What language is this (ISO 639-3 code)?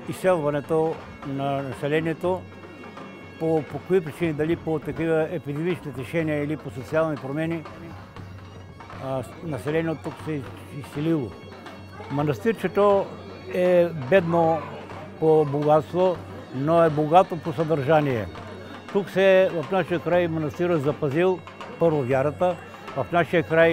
bul